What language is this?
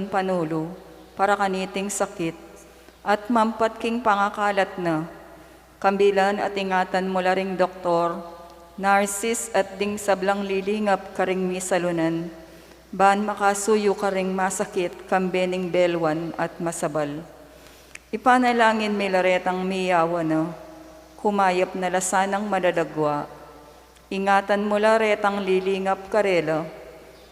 Pampanga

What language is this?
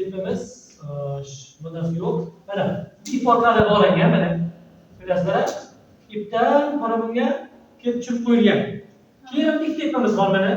Uzbek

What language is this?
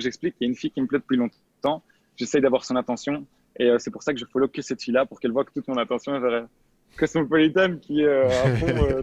French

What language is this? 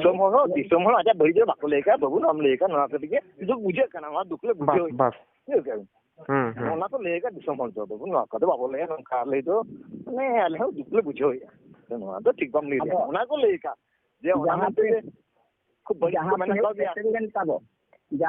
Santali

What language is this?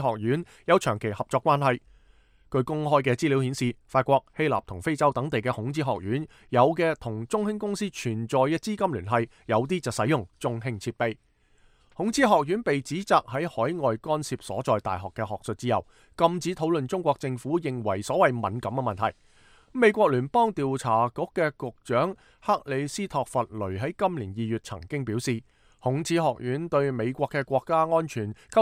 Cantonese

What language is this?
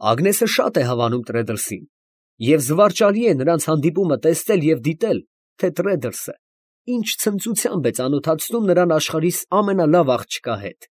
Armenian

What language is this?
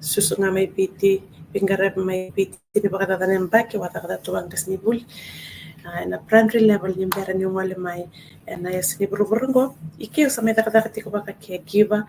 Fijian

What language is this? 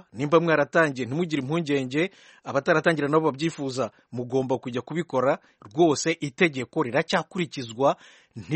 Kinyarwanda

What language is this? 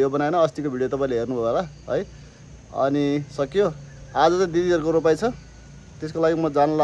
Nepali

